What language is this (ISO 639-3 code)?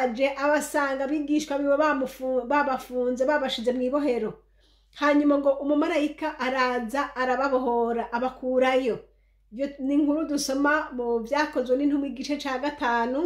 run